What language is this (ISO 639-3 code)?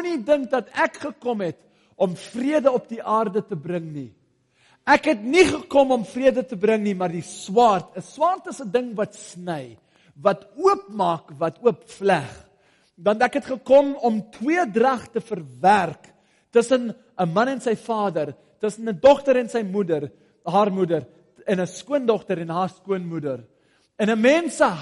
afr